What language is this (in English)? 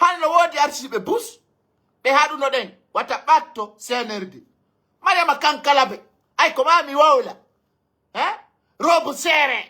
Pular